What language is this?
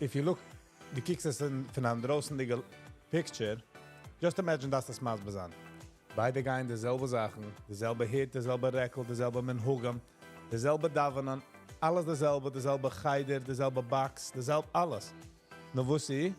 Yiddish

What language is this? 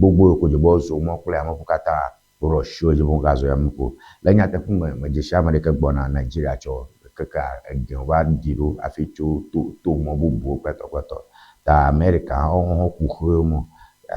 Ewe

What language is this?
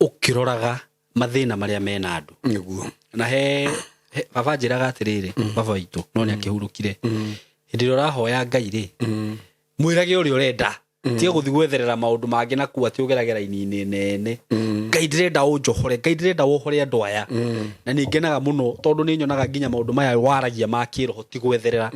Kikuyu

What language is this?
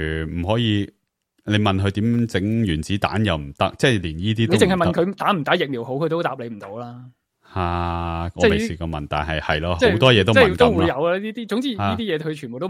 Cantonese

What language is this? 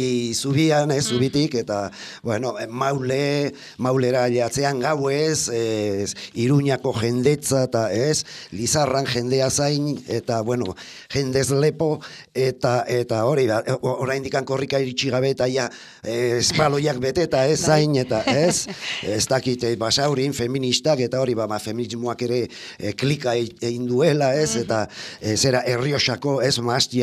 Basque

